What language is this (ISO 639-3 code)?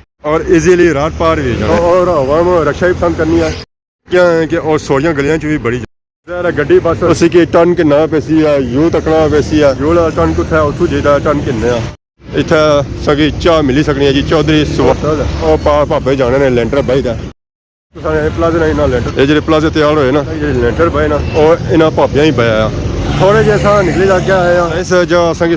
phr